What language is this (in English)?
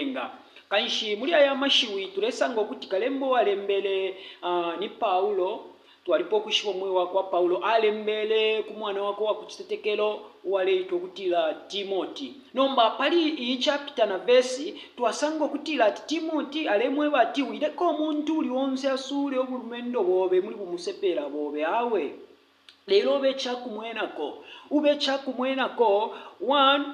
Bemba